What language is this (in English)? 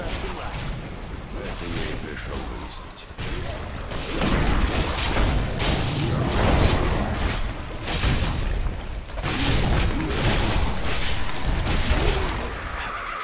Russian